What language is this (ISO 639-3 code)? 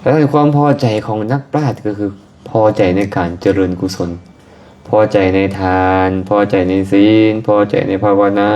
lao